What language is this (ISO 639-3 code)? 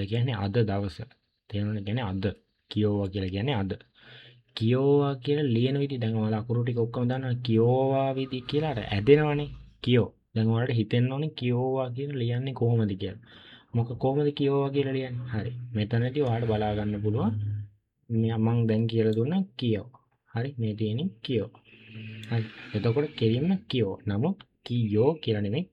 sin